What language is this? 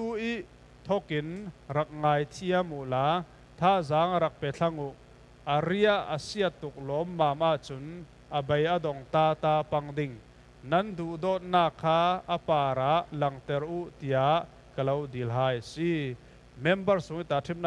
Falam Chin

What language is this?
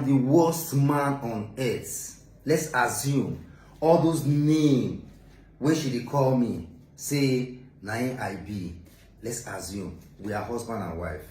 Nigerian Pidgin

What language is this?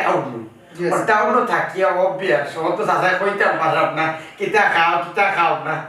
Sylheti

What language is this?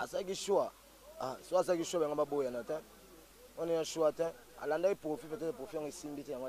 Lingala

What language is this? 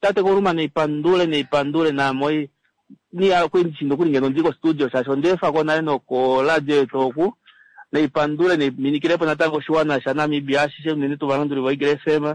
Kuanyama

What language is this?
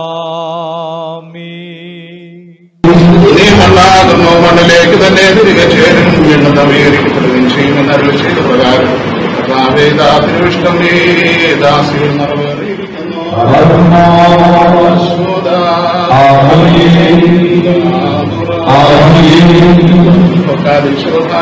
Malayalam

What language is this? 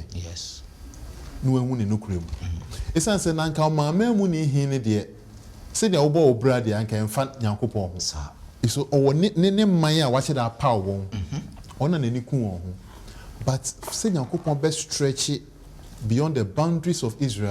Akan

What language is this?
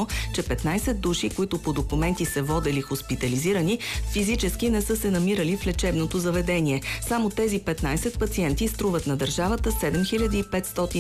Bulgarian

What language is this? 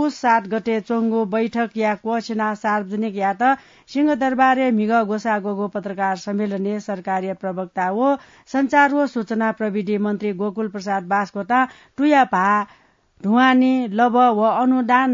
Newari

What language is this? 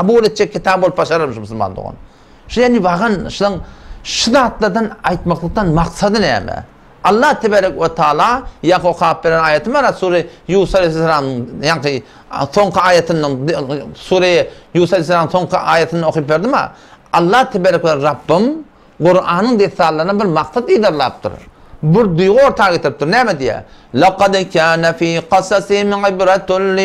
Turkmen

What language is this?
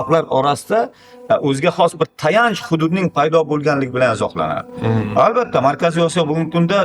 Uzbek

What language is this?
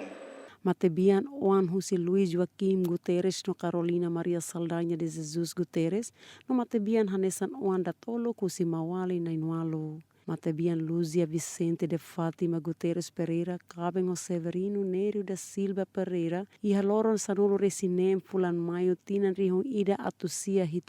Tetum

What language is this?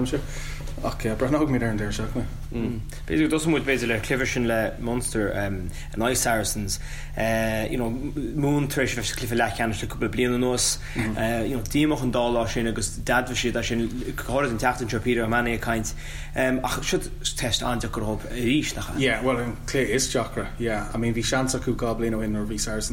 Irish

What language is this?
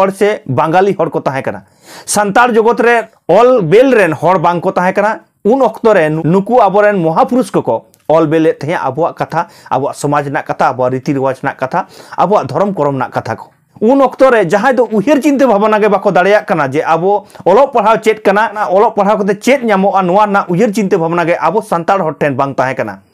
Santali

